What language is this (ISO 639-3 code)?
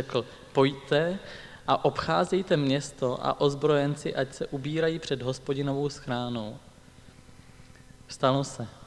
ces